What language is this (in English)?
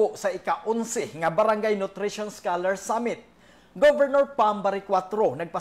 Cebuano